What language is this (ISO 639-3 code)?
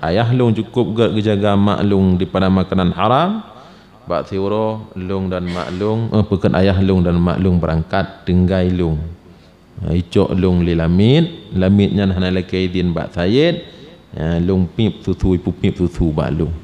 ace